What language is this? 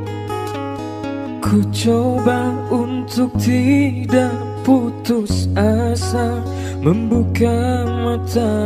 Indonesian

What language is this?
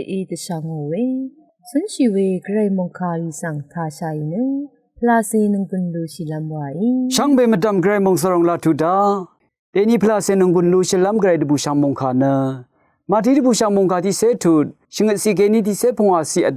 Rawang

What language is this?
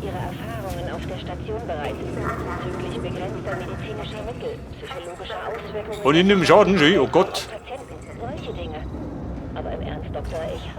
Bavarian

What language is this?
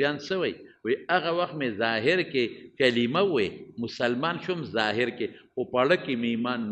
Pashto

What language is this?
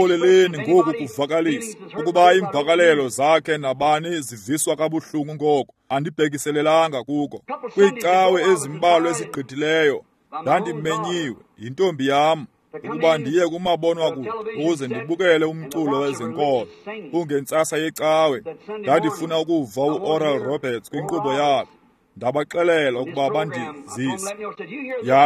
Xhosa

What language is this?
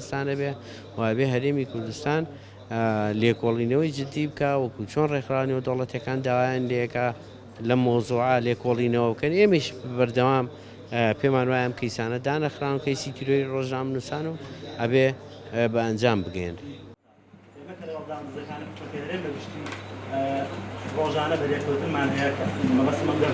Central Kurdish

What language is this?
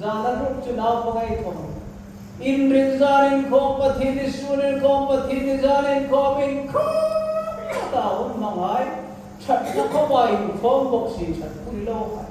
Hmar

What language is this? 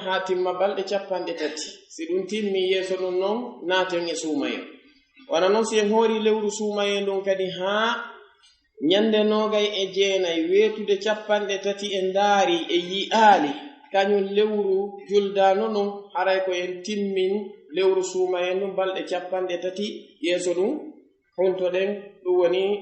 Fula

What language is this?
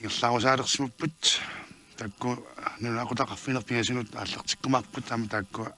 Kalaallisut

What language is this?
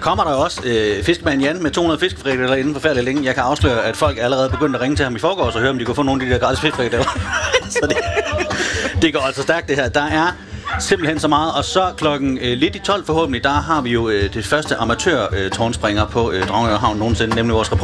Danish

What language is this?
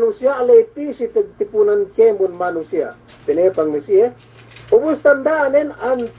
Yakan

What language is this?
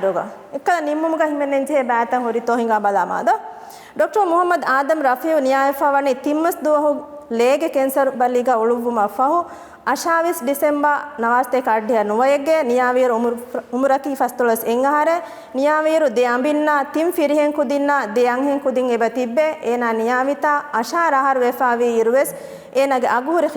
Divehi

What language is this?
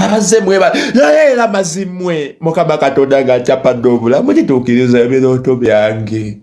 Ganda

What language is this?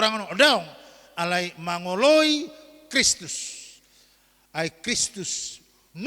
Batak Toba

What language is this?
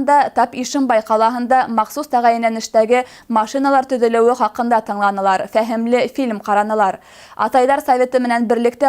Bashkir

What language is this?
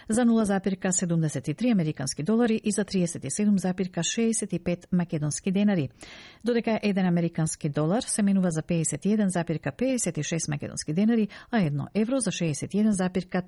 Macedonian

